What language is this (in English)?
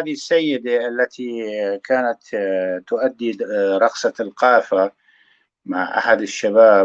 North Levantine Arabic